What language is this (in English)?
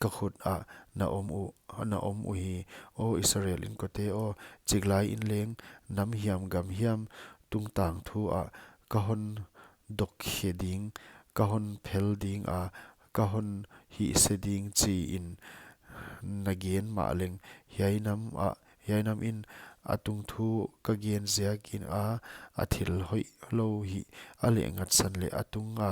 Paite Chin